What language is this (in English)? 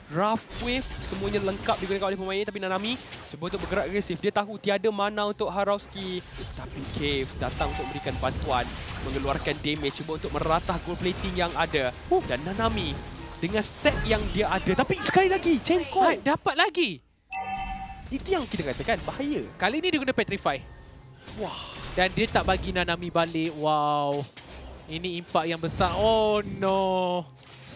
Malay